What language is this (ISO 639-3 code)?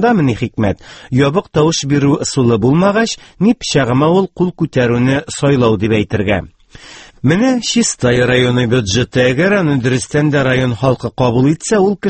tat